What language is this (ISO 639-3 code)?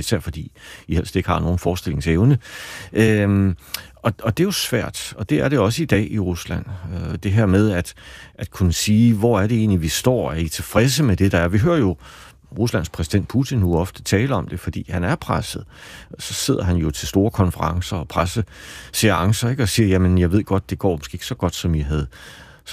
dan